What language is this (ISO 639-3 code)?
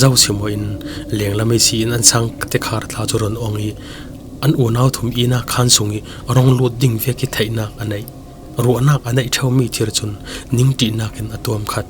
cfm